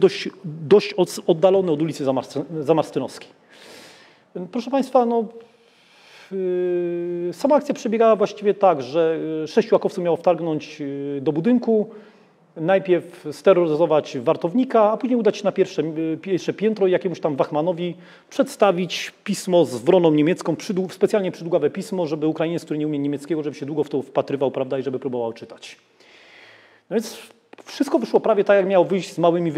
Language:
Polish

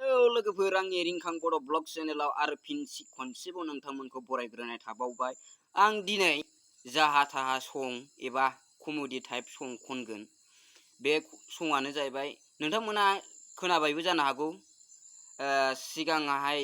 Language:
Bodo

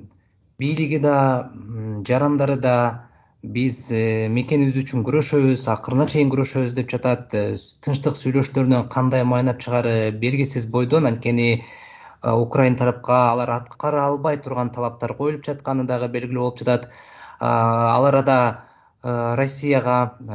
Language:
Kyrgyz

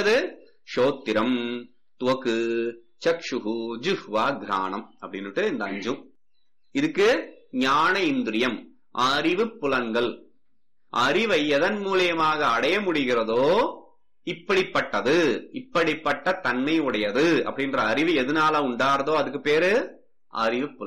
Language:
Tamil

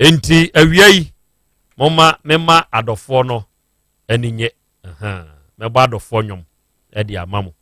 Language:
Akan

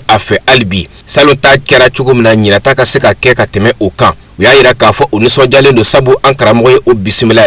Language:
Bambara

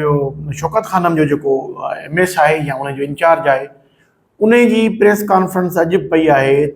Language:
Sindhi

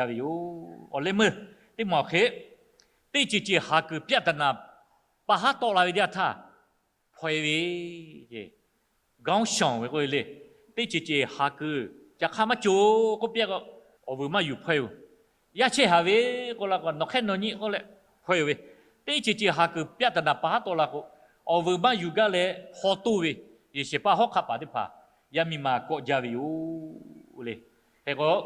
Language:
Lahu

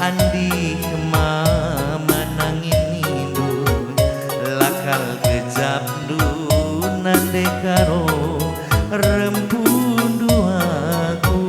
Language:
Batak Karo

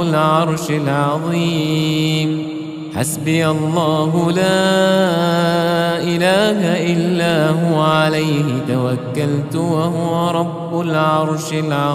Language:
Arabic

